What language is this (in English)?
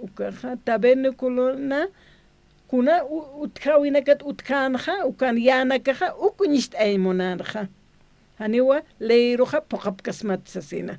Aymara